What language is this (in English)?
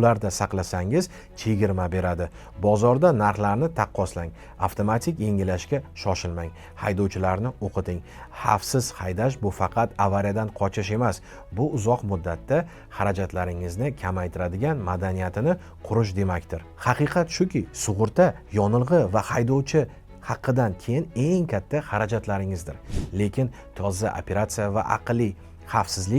Uzbek